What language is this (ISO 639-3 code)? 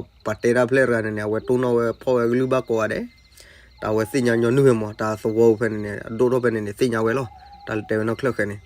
ksw